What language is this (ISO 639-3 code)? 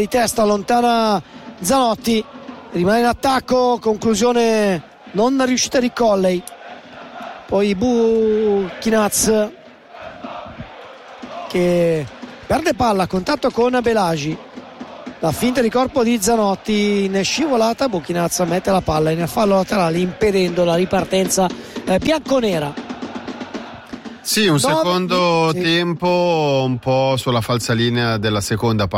ita